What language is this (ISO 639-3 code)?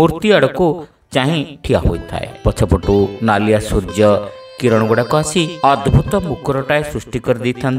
ori